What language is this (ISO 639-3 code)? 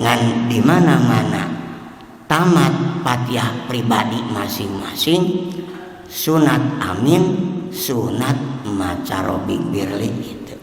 sun